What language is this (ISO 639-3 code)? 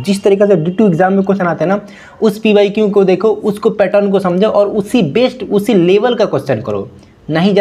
hin